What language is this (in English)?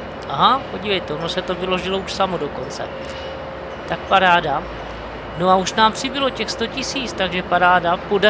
Czech